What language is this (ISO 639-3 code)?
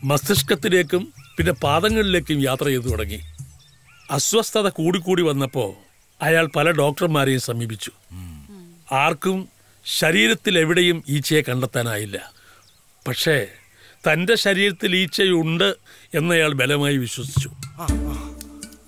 mal